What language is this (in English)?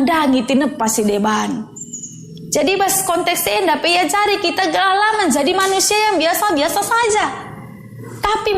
Batak Karo